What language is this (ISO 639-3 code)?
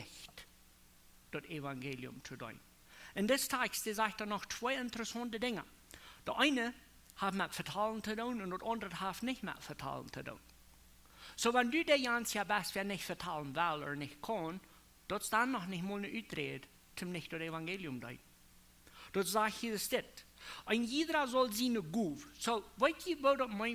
pdt